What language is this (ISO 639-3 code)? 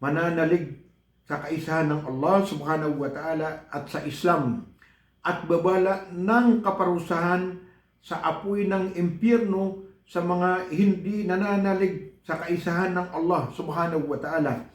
mrw